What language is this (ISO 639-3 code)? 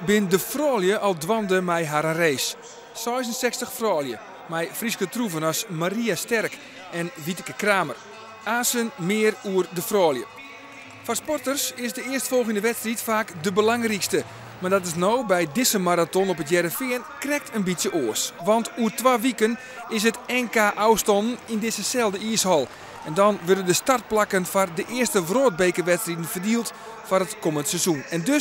fry